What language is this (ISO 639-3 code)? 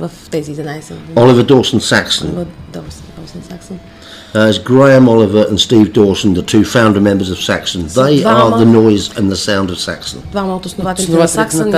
bul